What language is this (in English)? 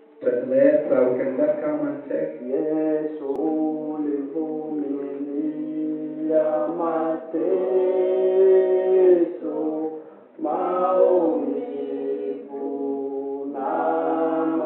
Swahili